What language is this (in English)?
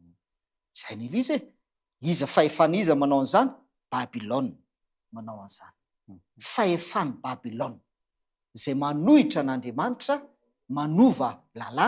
Malagasy